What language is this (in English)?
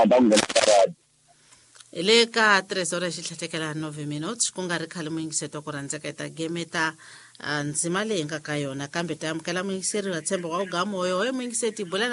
Tsonga